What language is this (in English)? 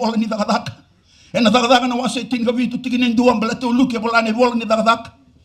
Fijian